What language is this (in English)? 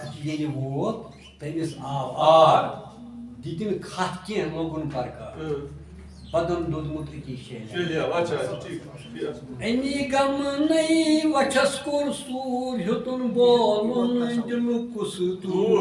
Kashmiri